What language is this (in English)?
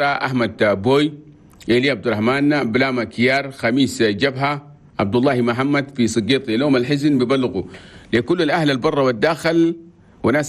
Chadian Arabic